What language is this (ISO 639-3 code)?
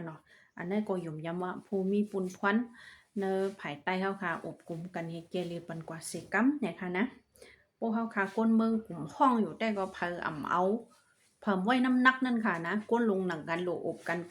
shn